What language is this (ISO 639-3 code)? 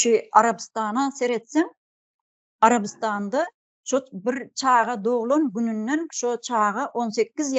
tuk